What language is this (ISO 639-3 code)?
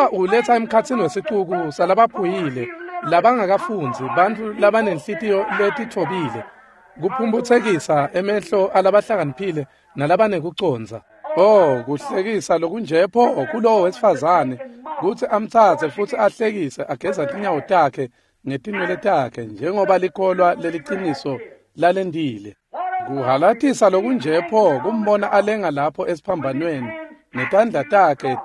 ssw